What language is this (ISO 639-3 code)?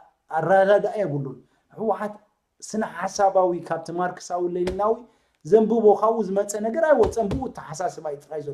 tir